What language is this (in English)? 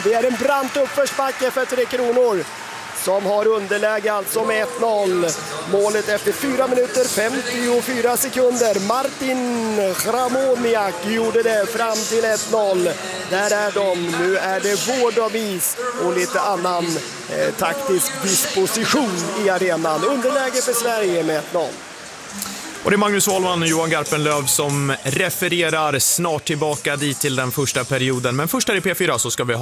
Swedish